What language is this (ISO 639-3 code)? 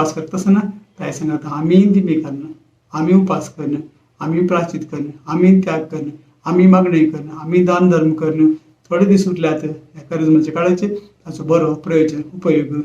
kok